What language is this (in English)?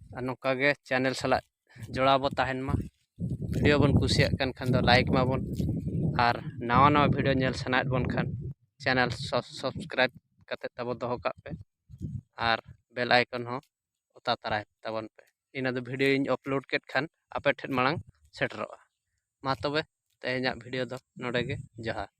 Santali